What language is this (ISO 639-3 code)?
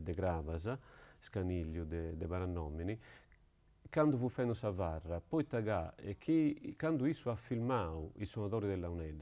srd